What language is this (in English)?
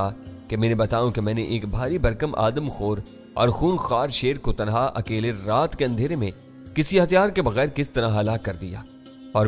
Urdu